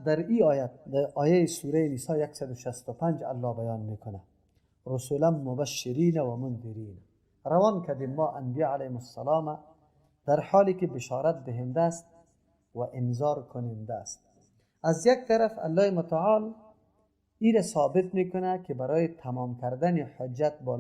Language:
Persian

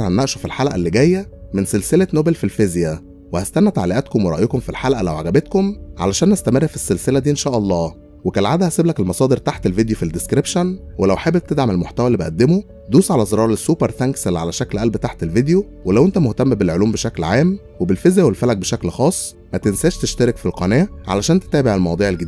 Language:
Egyptian Arabic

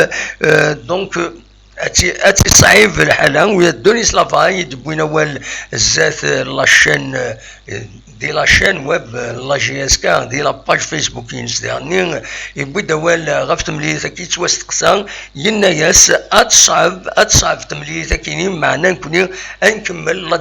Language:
Kabyle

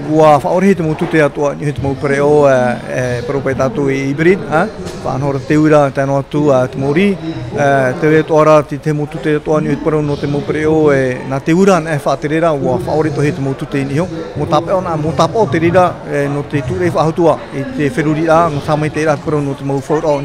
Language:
Tahitian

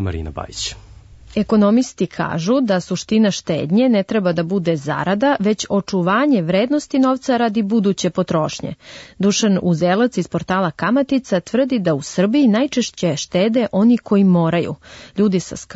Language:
Serbian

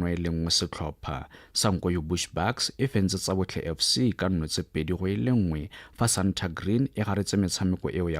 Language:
Tswana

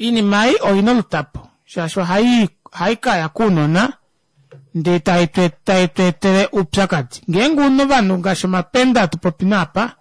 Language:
Kuanyama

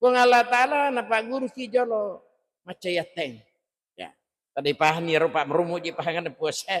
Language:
Buginese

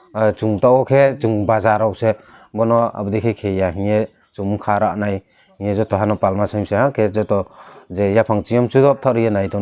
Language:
Riang (India)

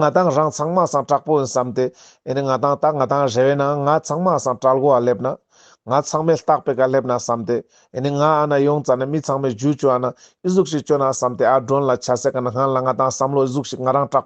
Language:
Ladakhi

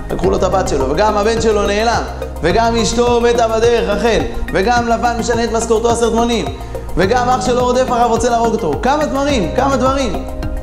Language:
Hebrew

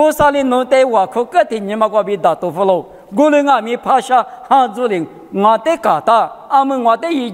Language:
Lisu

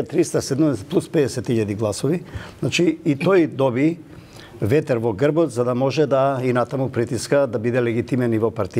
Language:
Macedonian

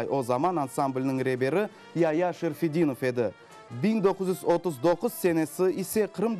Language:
Crimean Tatar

